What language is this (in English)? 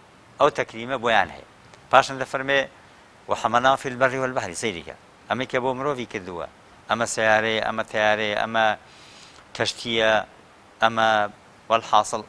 Central Kurdish